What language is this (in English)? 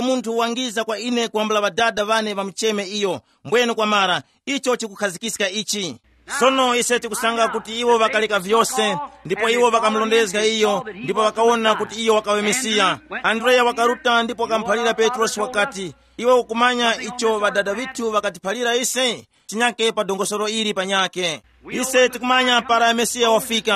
Tumbuka